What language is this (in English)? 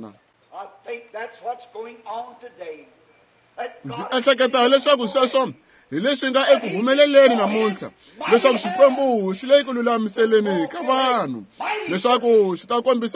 Tsonga